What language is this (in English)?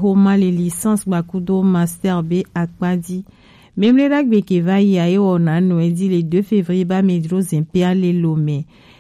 Gen